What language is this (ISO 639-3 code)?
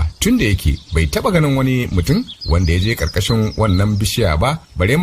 hau